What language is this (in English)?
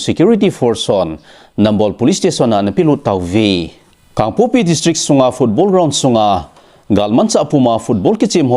Thado Chin